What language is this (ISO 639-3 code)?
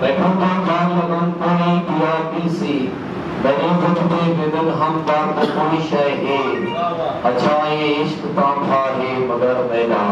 skr